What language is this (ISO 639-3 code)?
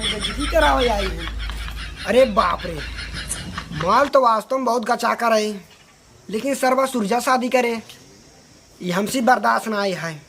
awa